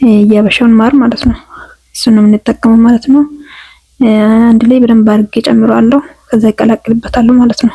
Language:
Amharic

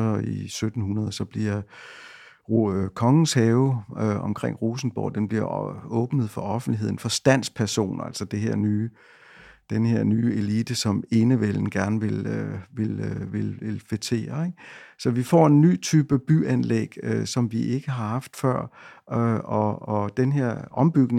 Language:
Danish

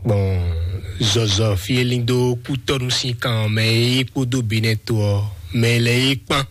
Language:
Fon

